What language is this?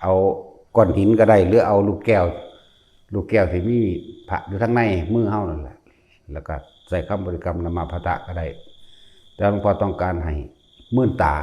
Northeastern Thai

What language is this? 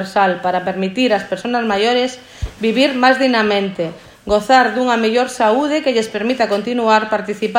Galician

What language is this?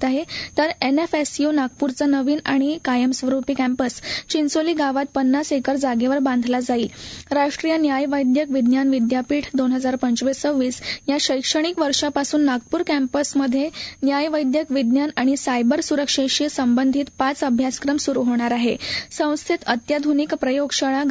Marathi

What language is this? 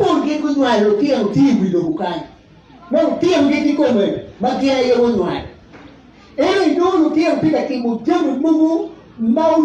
Acoli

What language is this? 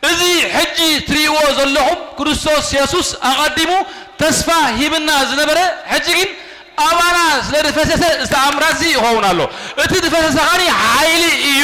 Tigrinya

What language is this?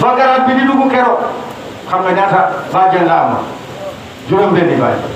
Wolof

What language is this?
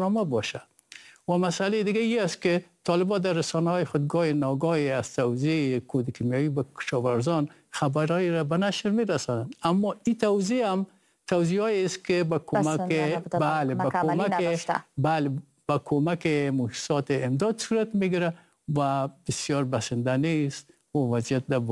Persian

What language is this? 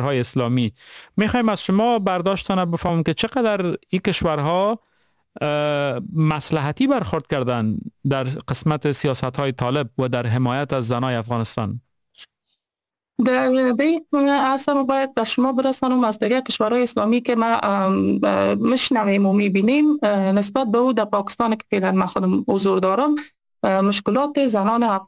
Persian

